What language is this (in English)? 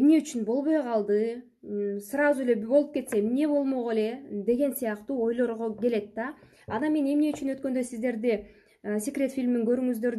Kyrgyz